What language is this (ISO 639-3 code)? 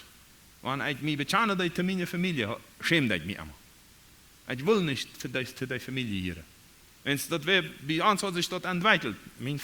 pdt